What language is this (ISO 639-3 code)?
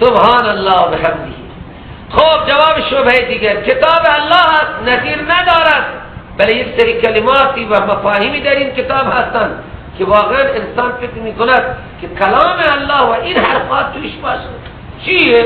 fas